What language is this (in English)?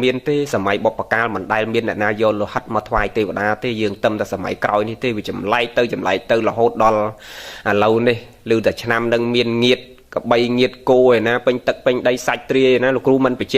Khmer